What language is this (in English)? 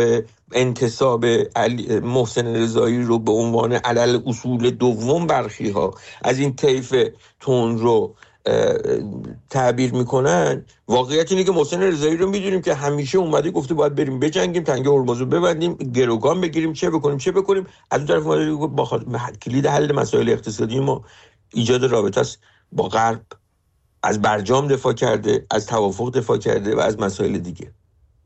Persian